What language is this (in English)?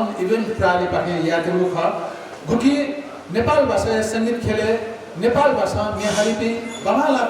Newari